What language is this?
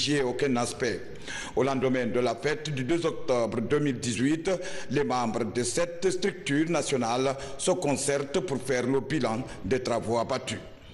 French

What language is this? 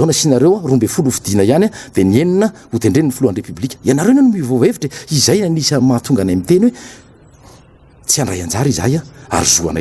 Malagasy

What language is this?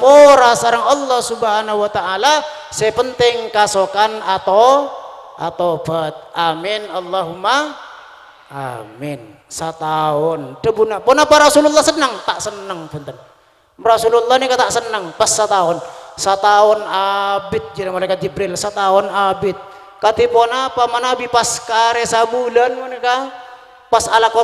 Madurese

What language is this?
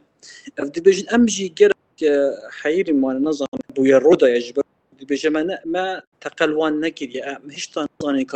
Kurdish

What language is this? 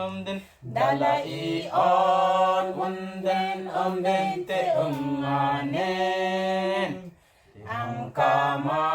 Mabaan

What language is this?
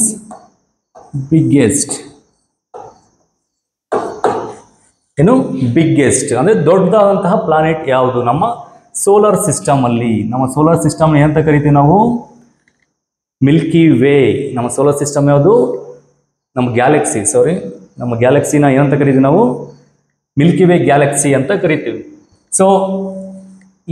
Kannada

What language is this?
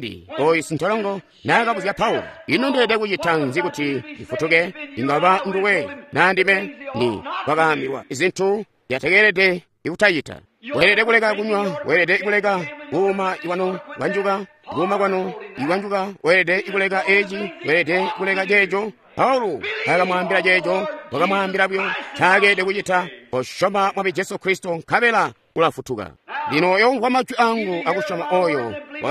Tonga (Zambia)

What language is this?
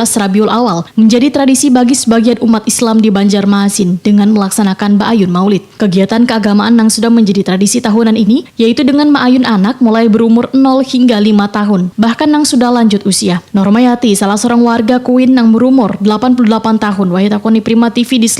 Banjar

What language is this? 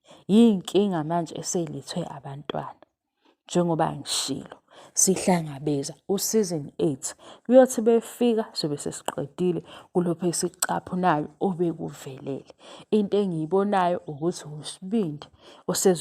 Zulu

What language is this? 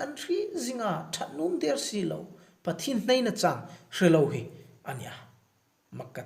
Hmar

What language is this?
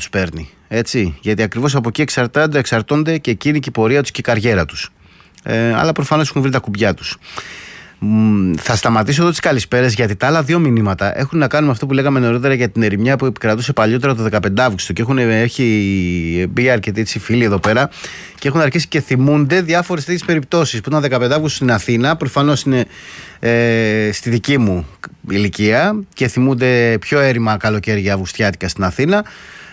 Greek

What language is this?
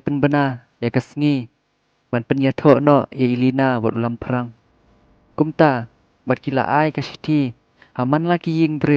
Khasi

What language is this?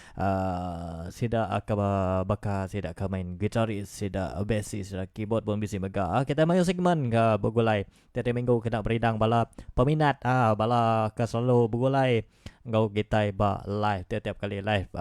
Iban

